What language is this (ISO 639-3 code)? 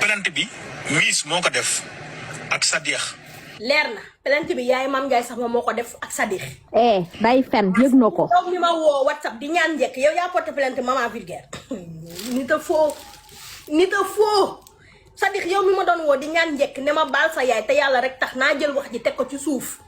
wol